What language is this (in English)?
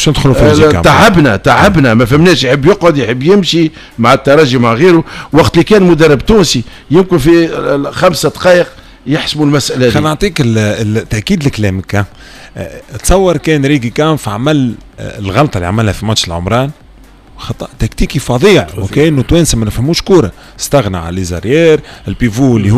Tunisian Arabic